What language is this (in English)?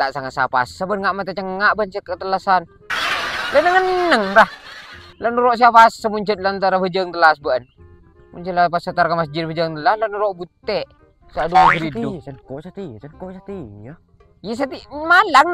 Madurese